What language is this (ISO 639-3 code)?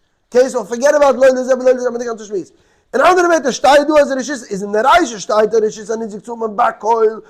yid